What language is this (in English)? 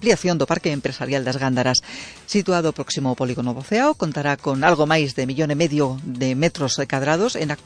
Galician